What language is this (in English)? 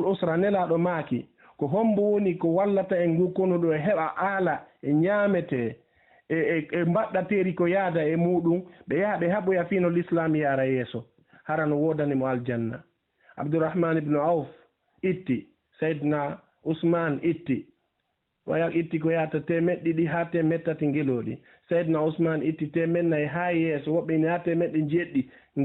Fula